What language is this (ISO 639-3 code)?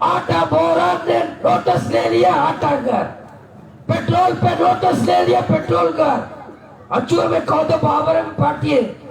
bal